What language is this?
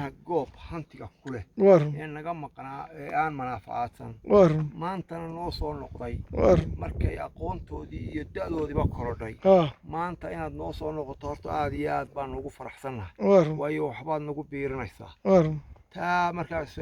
Somali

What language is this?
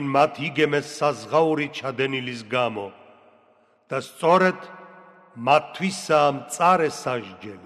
Georgian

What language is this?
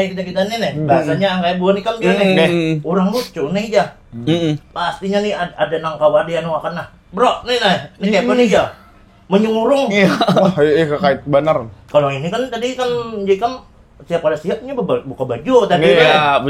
Banjar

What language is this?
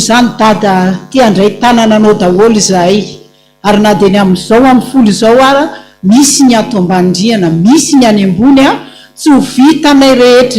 Malagasy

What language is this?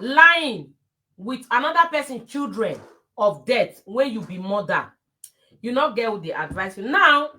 Nigerian Pidgin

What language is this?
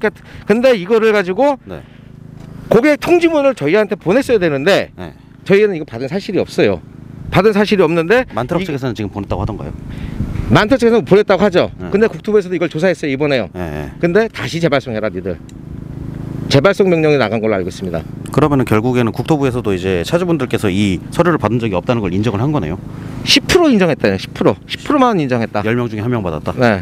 Korean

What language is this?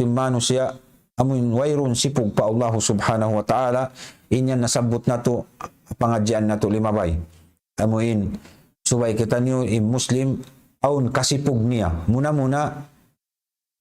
Tausug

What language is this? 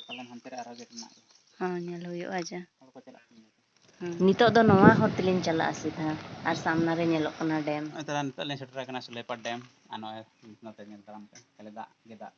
Santali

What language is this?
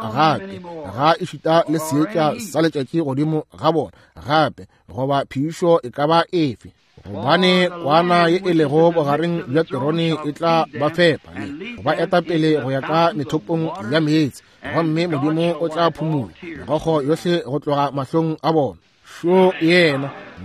Northern Sotho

